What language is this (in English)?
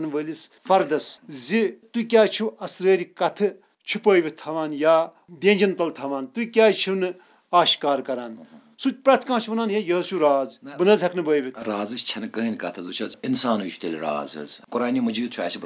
Kashmiri